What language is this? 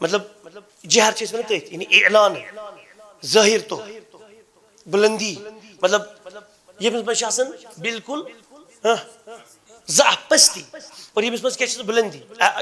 Kashmiri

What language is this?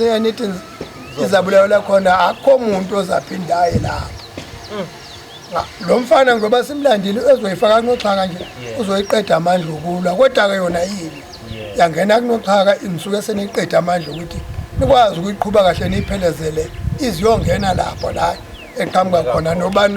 Zulu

